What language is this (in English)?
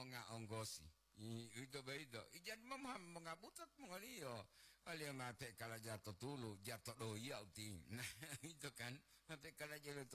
Gorontalo